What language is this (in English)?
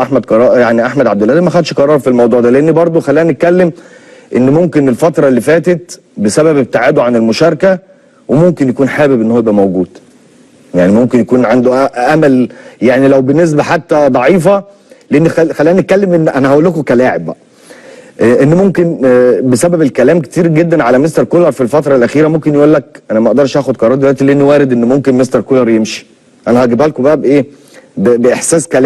Egyptian Arabic